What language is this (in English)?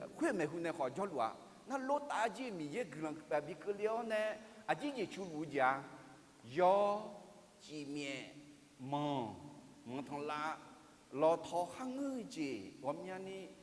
Akha